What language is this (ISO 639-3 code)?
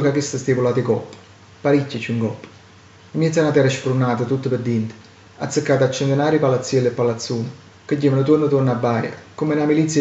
nap